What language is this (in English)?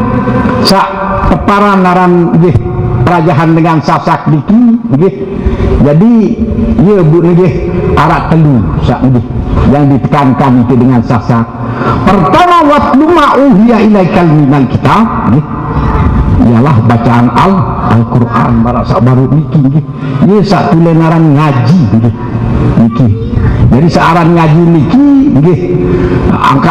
Sasak